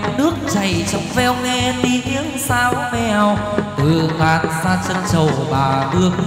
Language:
Vietnamese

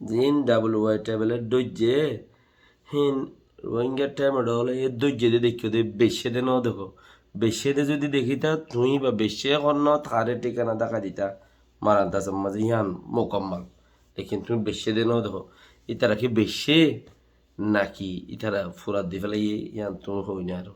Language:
Rohingya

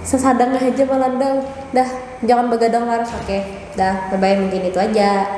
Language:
Banjar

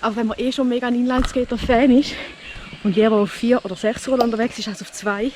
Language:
Swiss German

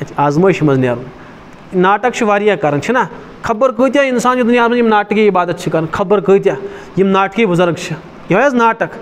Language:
Kashmiri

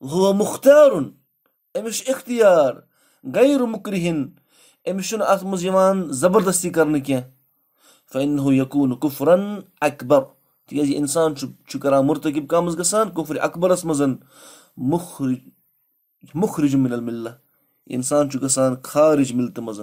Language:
Kashmiri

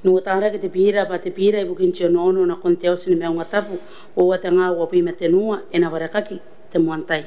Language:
Gilbertese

